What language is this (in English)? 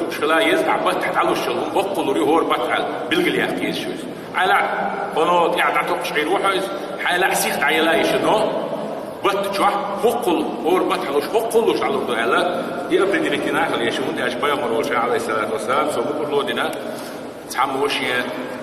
Chechen